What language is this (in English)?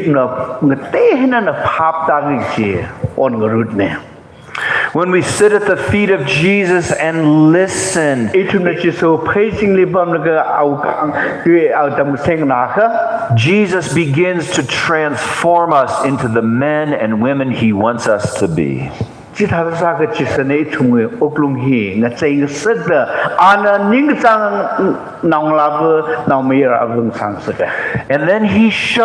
Tangkhul Naga (India)